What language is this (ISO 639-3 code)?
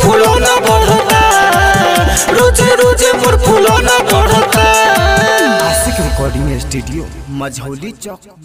bho